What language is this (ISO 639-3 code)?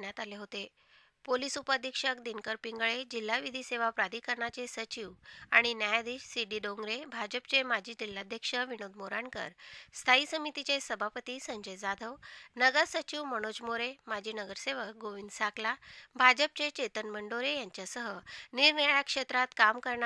mar